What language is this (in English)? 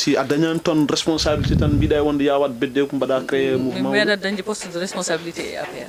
Fula